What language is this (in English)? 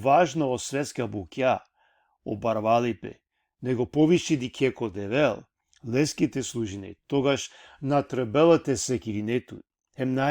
Balkan Romani